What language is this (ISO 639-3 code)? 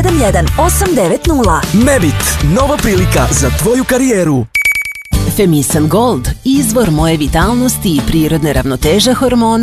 srp